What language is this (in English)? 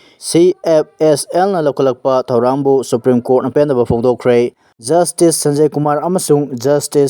Manipuri